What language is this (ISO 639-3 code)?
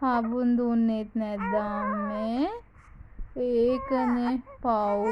sin